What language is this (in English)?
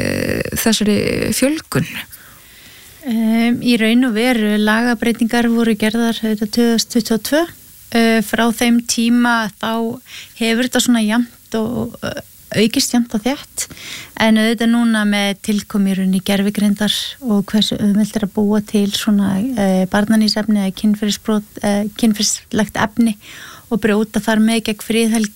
Icelandic